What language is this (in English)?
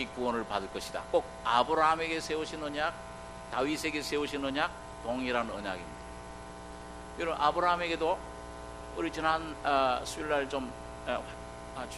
Korean